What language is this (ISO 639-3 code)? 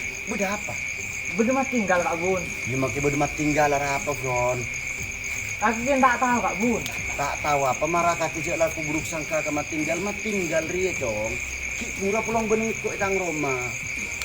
mad